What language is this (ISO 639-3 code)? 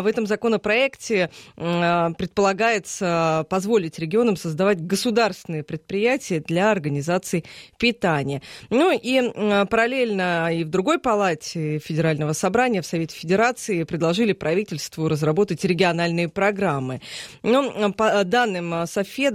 rus